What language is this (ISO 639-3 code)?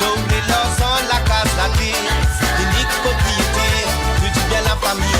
mfe